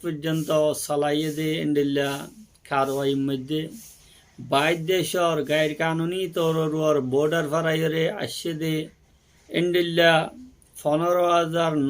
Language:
Rohingya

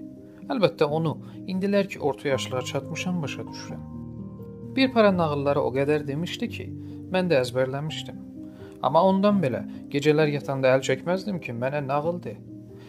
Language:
South Azerbaijani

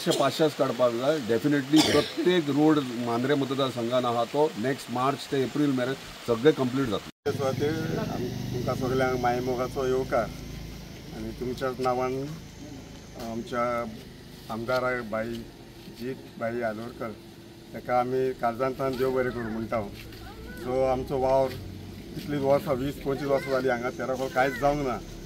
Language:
Konkani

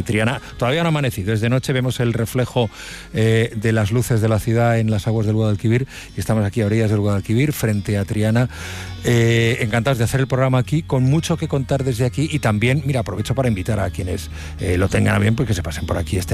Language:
Spanish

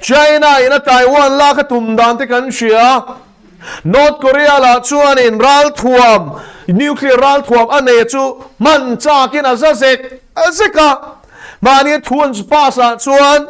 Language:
Mizo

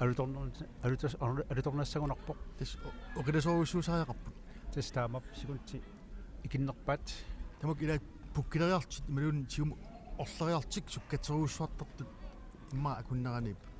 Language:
Kalaallisut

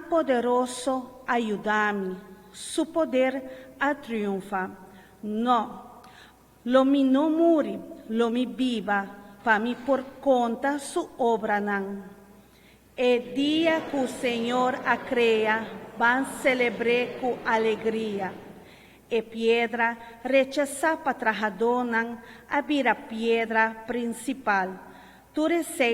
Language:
Papiamento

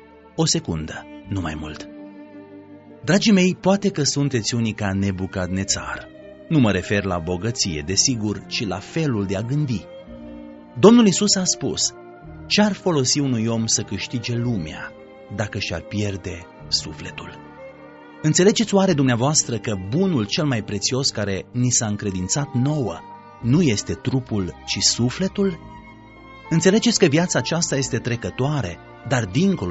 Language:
Romanian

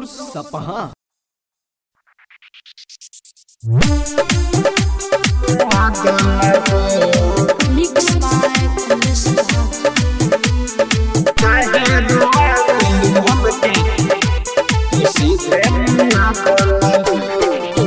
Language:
Bhojpuri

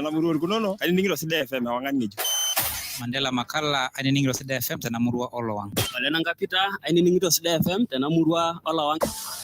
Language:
Masai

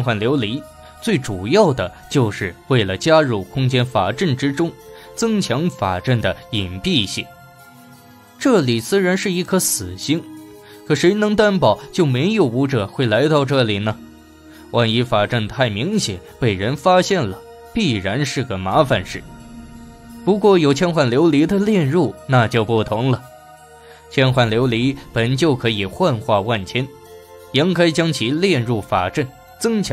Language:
Chinese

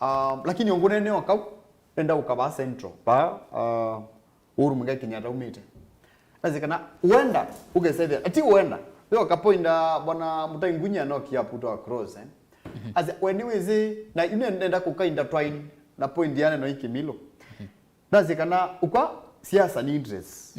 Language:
Kamba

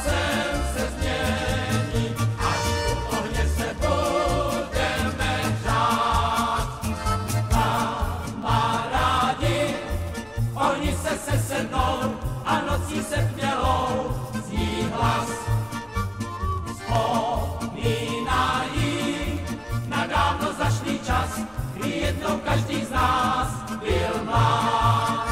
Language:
Czech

